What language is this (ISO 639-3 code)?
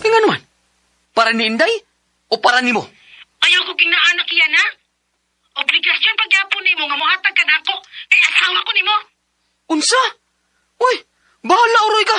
ceb